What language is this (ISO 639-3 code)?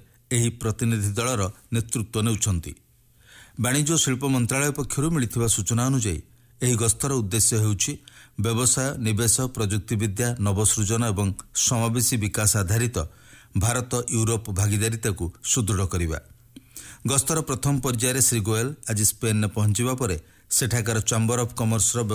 ori